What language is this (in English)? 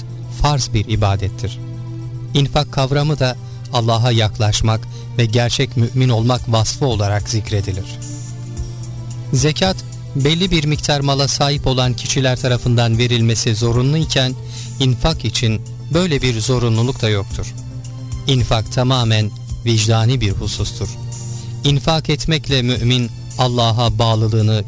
Turkish